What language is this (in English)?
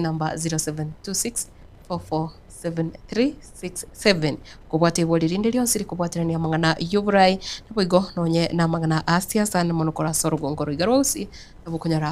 Gusii